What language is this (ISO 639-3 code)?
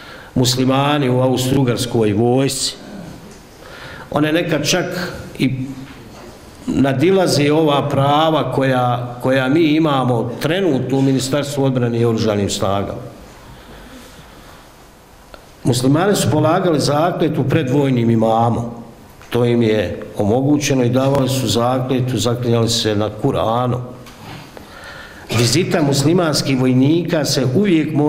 bos